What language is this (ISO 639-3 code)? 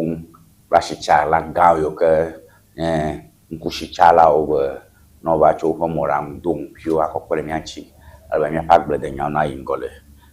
ewe